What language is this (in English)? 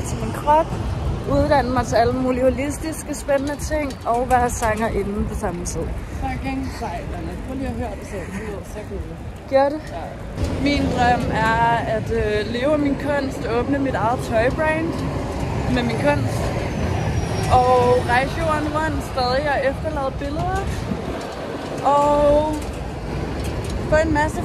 Danish